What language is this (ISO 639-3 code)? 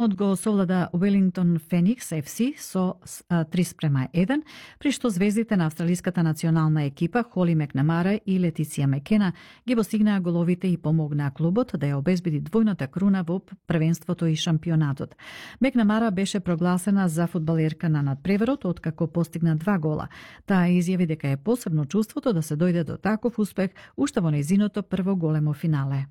mkd